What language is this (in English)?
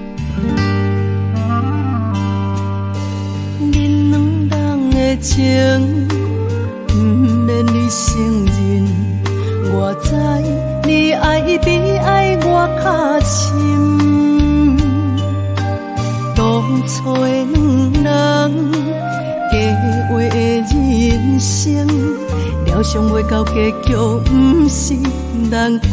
Min Nan Chinese